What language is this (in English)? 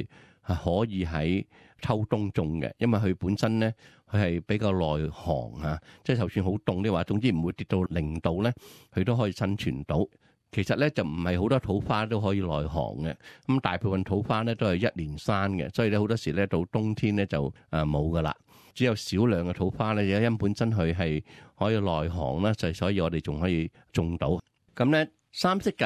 Cantonese